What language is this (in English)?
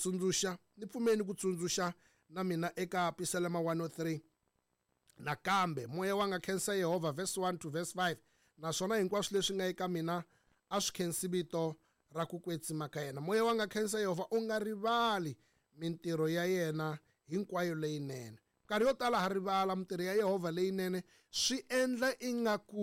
Tsonga